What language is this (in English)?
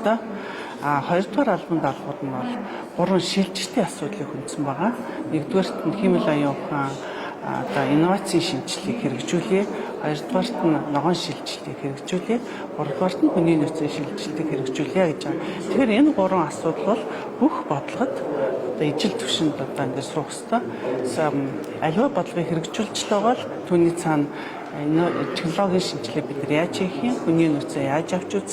Mongolian